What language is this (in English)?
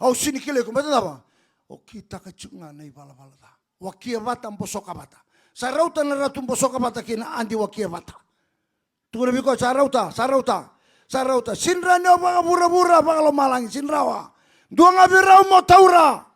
Fijian